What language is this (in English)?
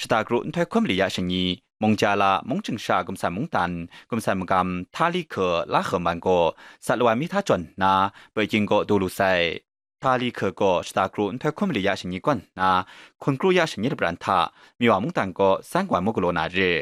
Kachin